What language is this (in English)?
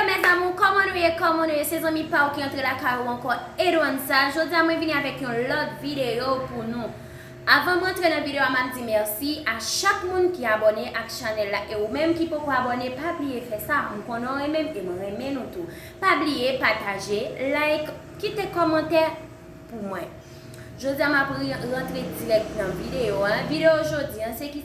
Haitian Creole